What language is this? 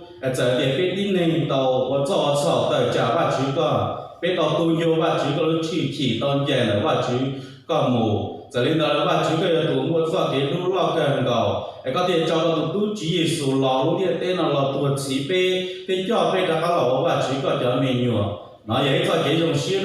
Hmong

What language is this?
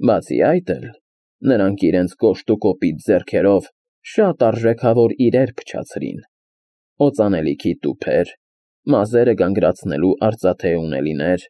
Armenian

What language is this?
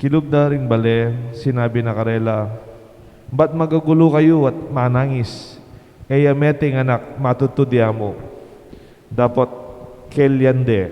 Pampanga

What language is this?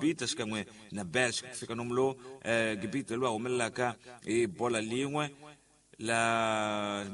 Tsonga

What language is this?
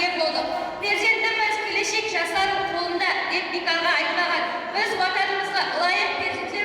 Kara-Kalpak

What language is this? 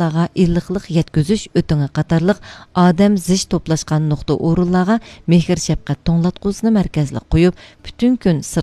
Uyghur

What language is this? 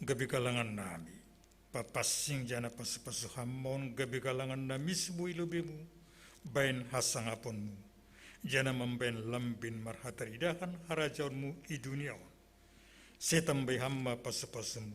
Batak Simalungun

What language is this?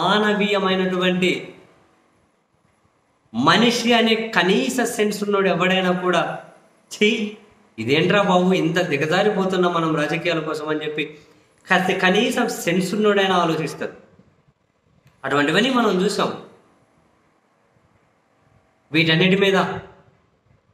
Telugu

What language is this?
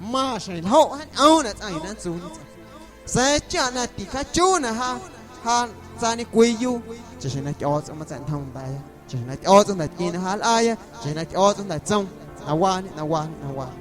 Guerrero Amuzgo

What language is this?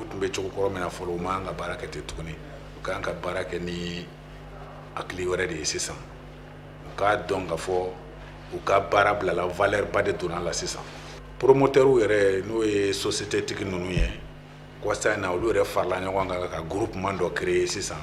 Bambara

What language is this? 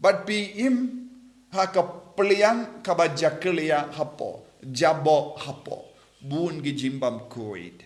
Khasi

